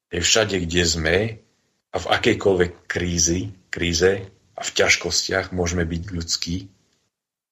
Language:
Slovak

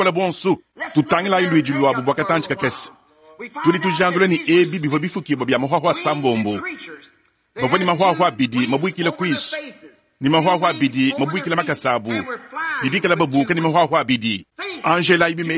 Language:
Luba-Lulua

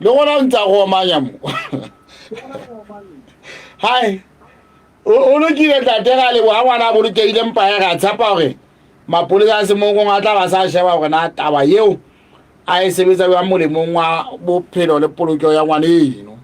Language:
Southern Sotho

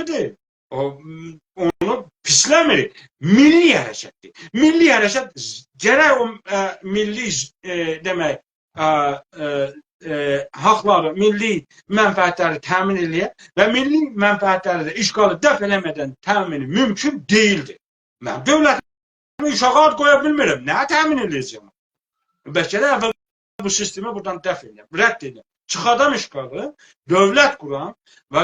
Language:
South Azerbaijani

